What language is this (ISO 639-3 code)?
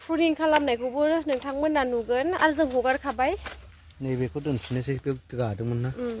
brx